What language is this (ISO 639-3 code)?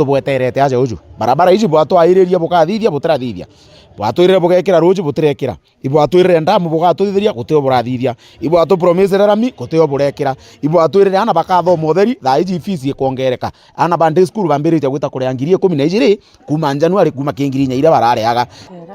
mer